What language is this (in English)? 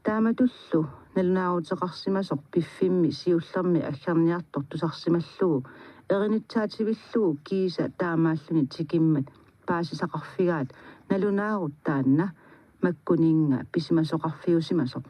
Kalaallisut